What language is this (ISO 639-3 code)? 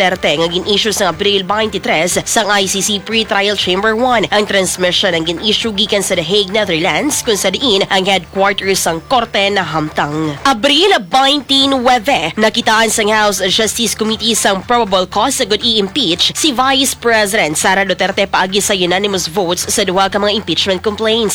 hil